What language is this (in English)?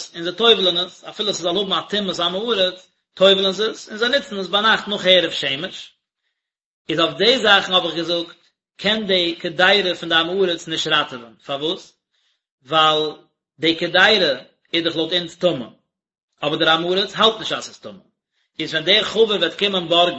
Yiddish